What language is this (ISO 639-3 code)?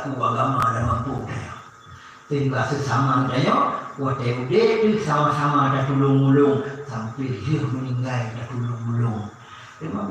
ace